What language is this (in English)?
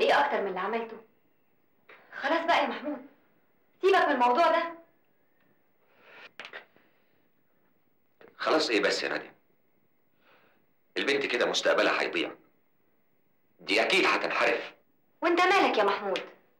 Egyptian Arabic